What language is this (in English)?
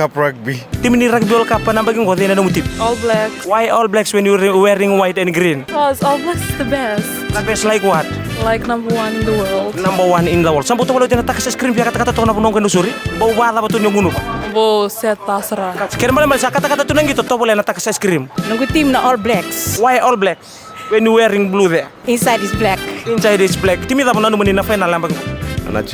Fijian